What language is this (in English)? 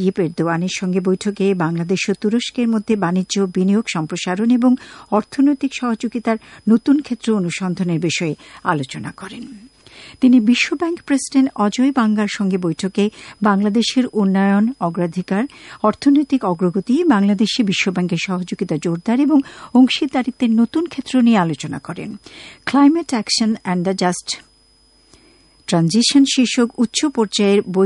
Bangla